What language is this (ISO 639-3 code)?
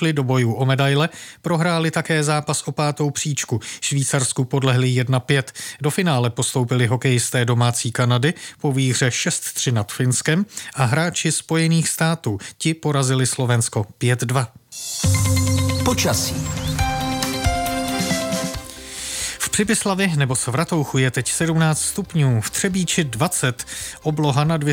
ces